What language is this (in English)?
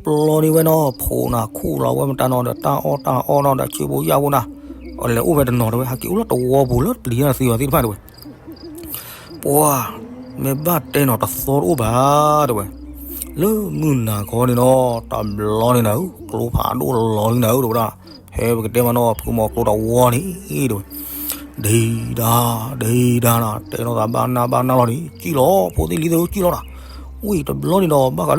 S'gaw Karen